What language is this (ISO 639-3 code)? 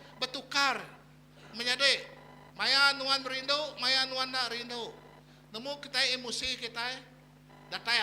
iba